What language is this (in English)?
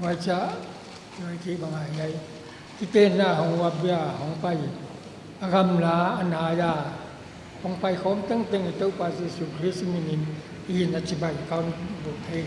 Paite Chin